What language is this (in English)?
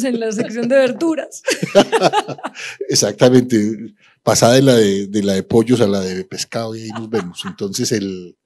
Spanish